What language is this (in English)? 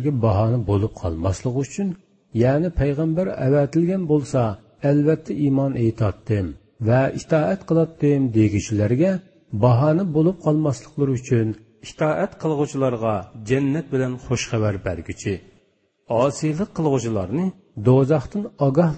Uyghur